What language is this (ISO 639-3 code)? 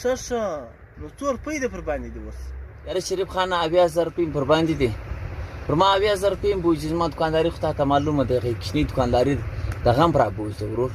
pus